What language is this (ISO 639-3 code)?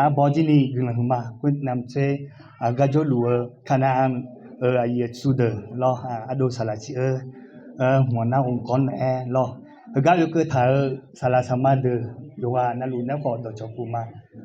ahk